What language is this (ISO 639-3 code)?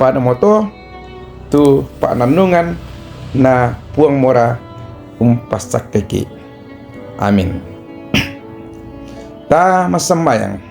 sda